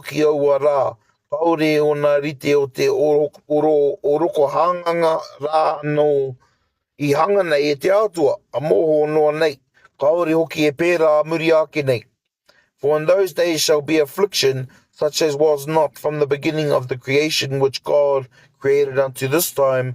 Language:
Māori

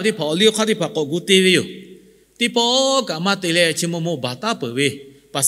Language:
Lahu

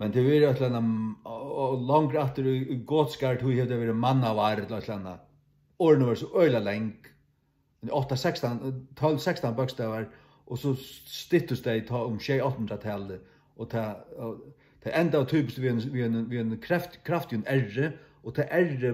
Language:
Faroese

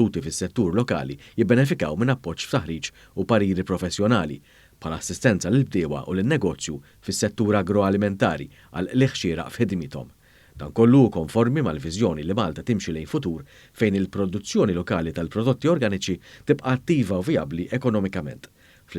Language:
Maltese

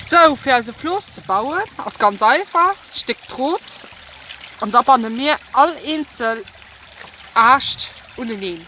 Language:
Luxembourgish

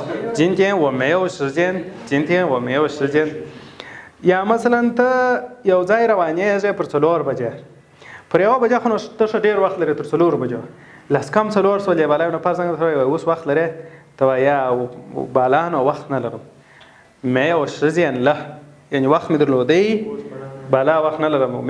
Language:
Pashto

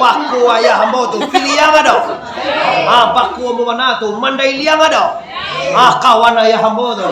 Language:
Minangkabau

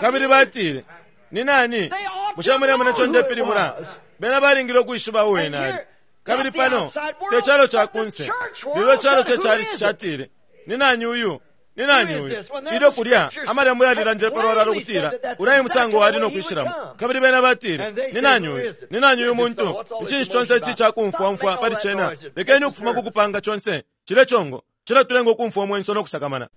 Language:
Bemba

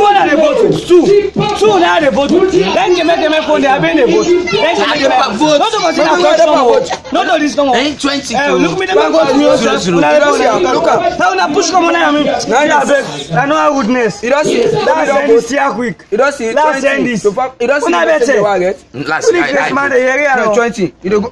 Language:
Krio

